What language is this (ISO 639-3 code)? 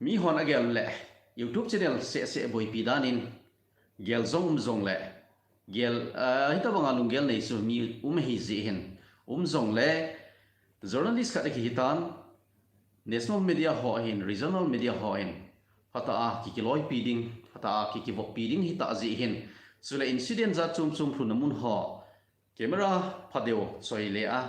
tcz